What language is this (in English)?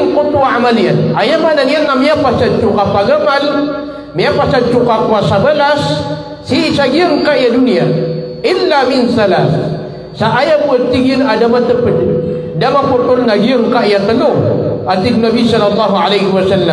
Maranao